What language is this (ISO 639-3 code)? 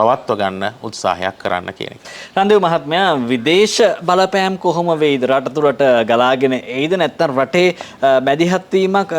sin